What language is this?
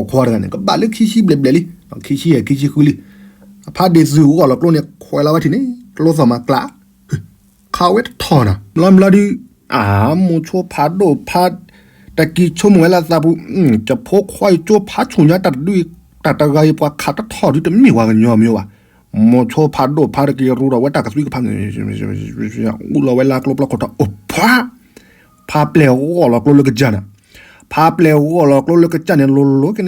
S'gaw Karen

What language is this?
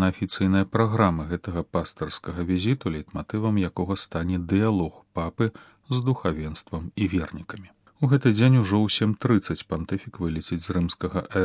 Belarusian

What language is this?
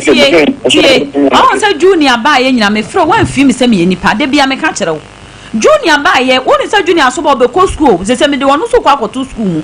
Akan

